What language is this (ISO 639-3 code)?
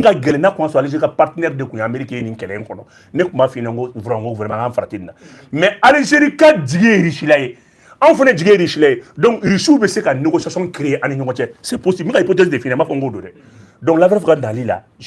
bam